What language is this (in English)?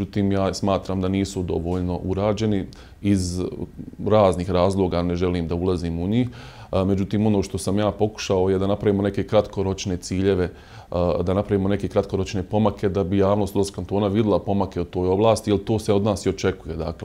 Bosnian